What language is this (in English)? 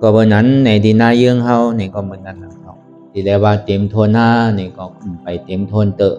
Shan